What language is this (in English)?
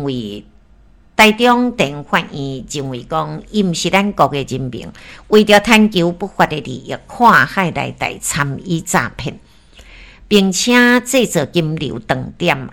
Min Nan Chinese